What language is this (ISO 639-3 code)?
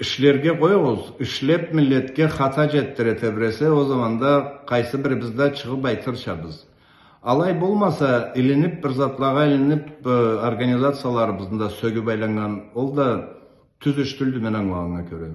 krc